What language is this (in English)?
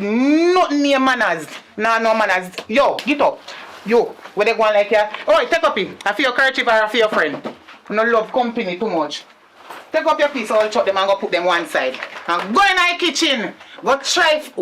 Jamaican Creole English